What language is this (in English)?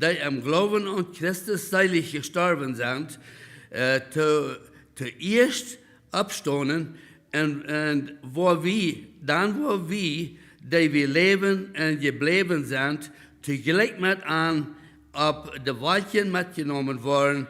Plautdietsch